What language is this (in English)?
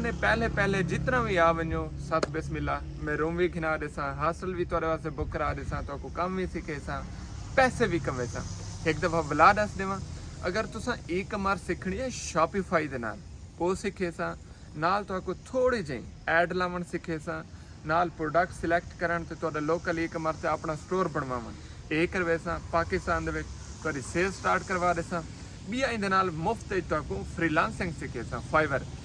Saraiki